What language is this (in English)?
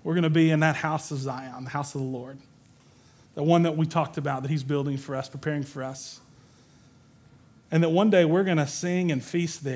English